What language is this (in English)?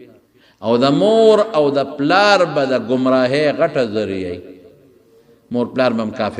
Pashto